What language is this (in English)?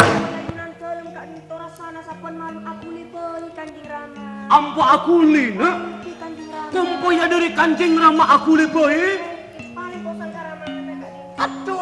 Madurese